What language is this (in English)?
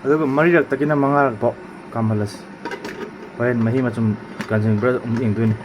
Manipuri